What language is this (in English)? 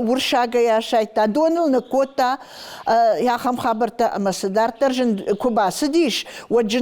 Ossetic